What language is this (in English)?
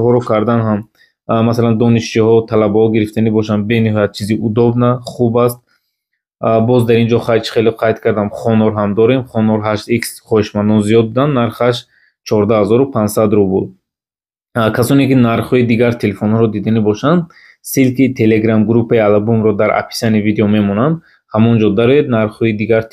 Tajik